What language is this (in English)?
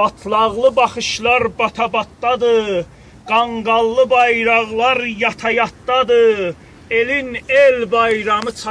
South Azerbaijani